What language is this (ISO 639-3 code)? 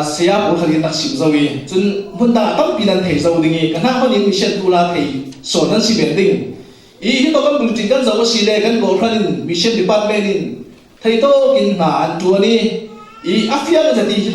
cfm